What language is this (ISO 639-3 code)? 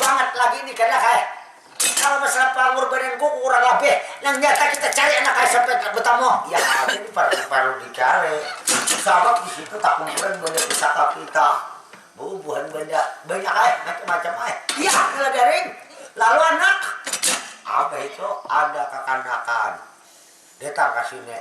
bjn